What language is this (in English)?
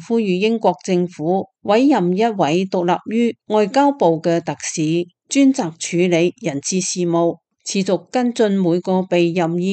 Cantonese